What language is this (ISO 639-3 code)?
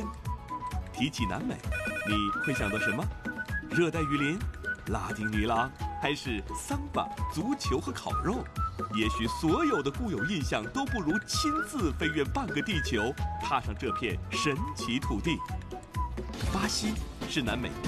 zho